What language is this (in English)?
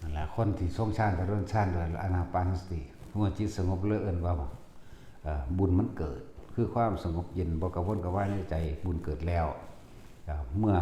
Northeastern Thai